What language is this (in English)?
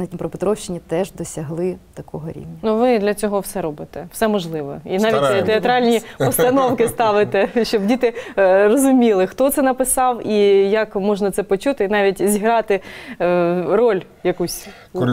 Ukrainian